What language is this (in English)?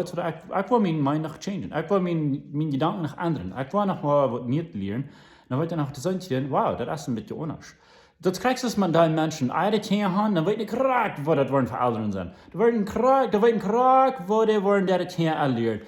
Plautdietsch